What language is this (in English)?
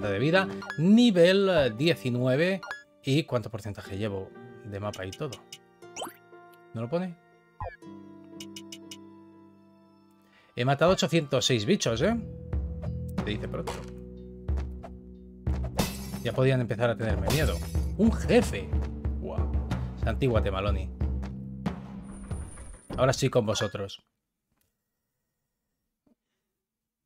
Spanish